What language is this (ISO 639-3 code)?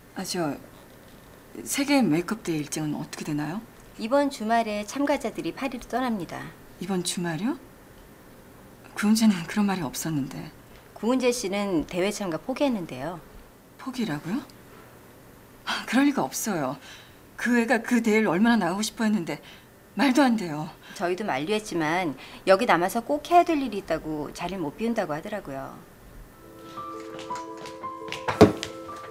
kor